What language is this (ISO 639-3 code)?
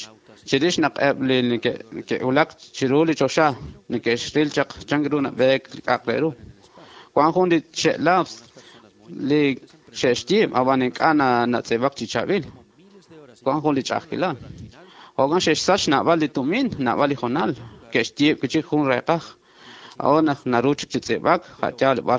kek